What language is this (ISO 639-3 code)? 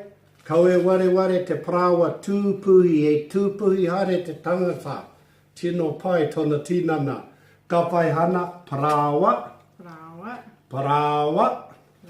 mri